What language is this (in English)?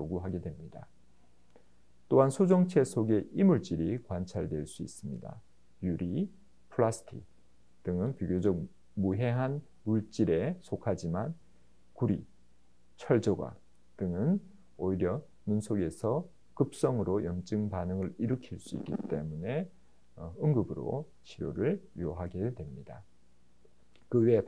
Korean